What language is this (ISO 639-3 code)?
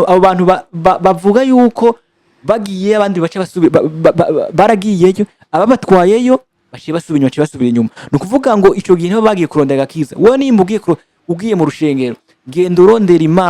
run